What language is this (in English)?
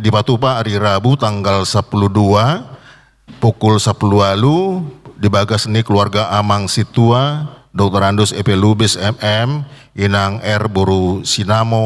Batak Toba